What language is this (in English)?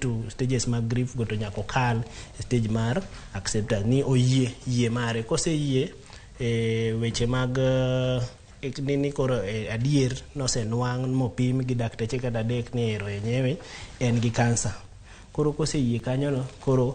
Luo (Kenya and Tanzania)